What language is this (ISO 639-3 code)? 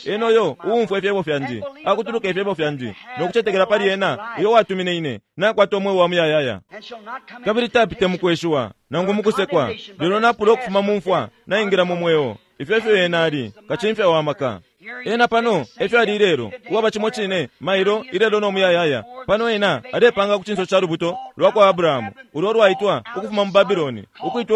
bem